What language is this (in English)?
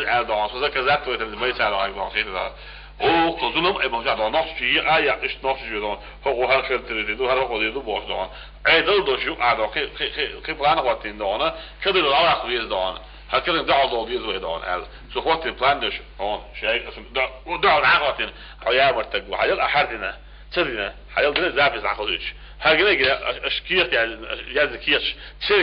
Chechen